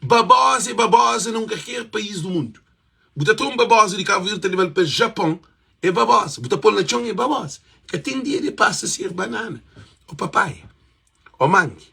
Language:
Kabuverdianu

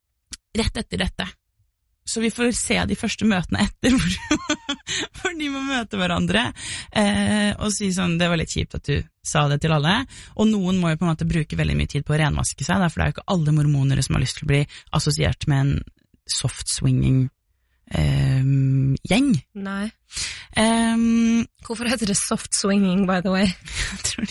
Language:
Norwegian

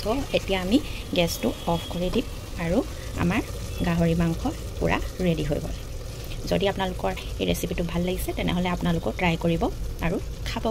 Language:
Assamese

